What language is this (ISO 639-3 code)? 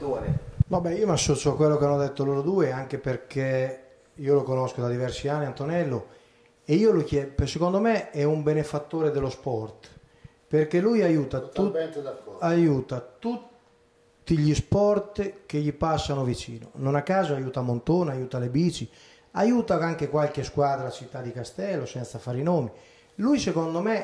ita